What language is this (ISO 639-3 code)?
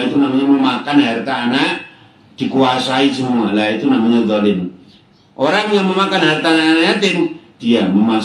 ind